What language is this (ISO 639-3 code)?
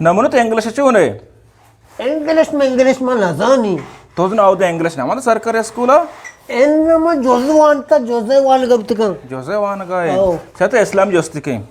bgp